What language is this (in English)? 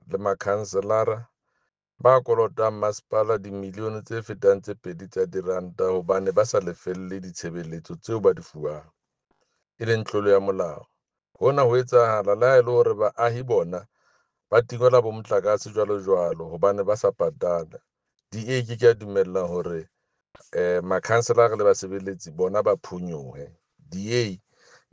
Southern Sotho